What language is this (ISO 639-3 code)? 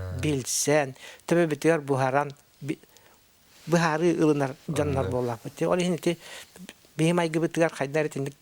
sah